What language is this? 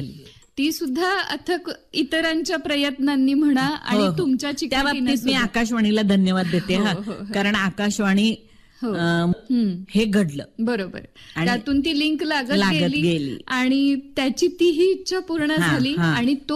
Marathi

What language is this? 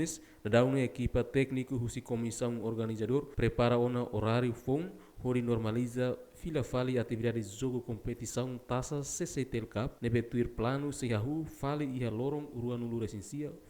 Tetum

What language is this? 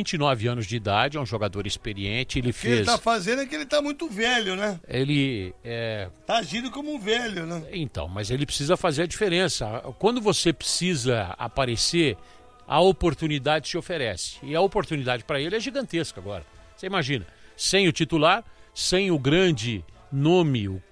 Portuguese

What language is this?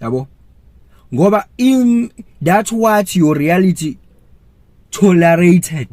Zulu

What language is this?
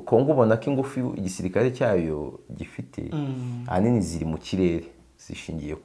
Kinyarwanda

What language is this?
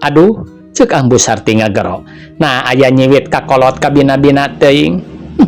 Sundanese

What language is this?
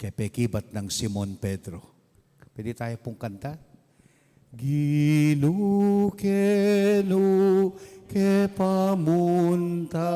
Pampanga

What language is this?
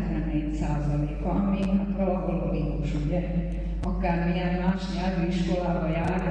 Hungarian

